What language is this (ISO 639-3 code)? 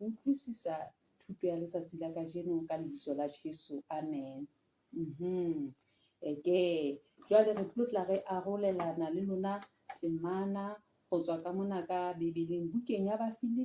sot